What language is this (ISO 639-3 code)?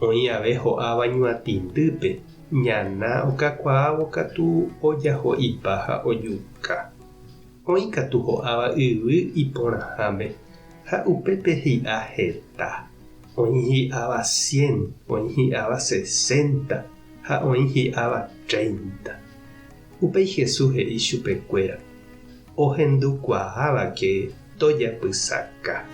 grn